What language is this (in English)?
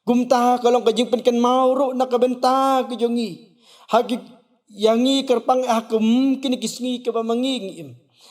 Khasi